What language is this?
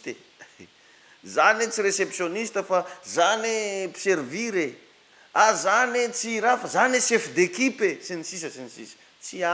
Malagasy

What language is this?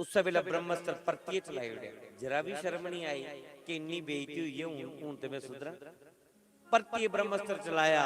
Dogri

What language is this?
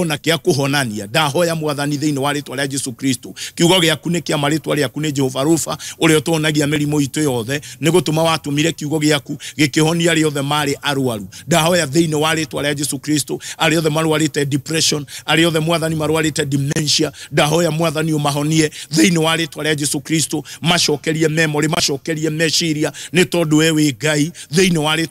Kikuyu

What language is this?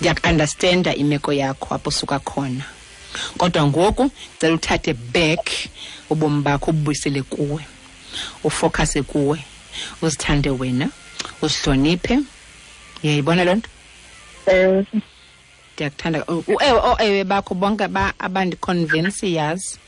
Xhosa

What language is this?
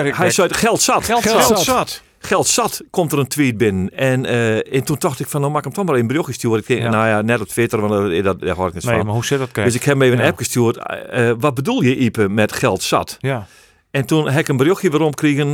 Western Frisian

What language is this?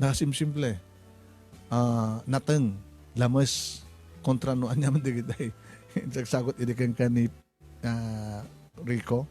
Iloko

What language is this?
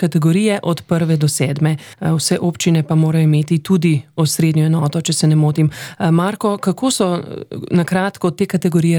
Slovenian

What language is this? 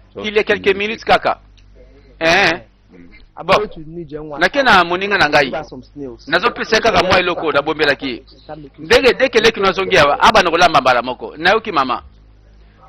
Lingala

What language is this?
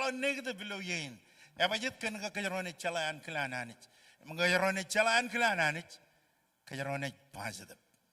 Marshallese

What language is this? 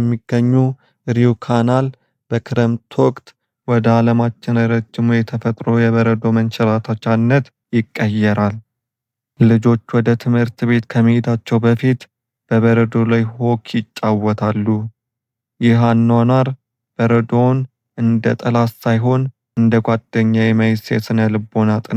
Amharic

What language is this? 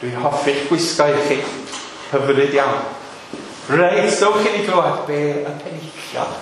Welsh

